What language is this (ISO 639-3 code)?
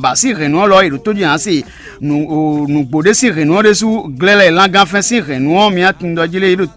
fon